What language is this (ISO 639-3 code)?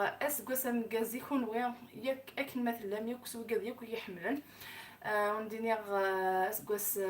kab